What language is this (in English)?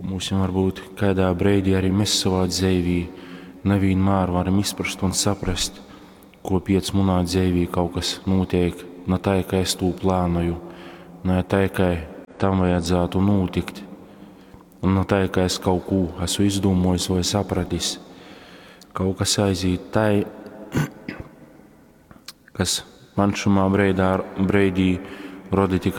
Latgalian